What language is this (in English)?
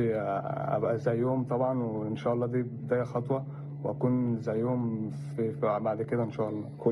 Egyptian Arabic